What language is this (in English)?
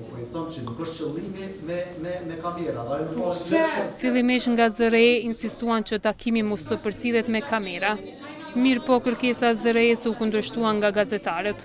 Albanian